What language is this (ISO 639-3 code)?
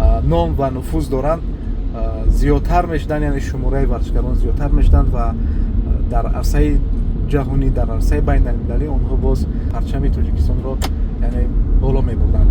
tgk